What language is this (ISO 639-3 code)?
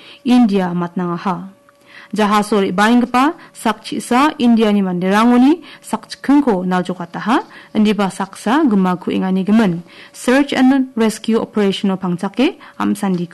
grt